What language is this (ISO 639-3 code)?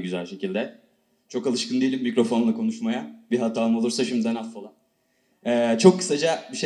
tur